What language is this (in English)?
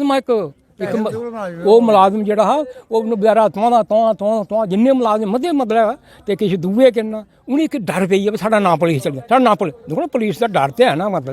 Dogri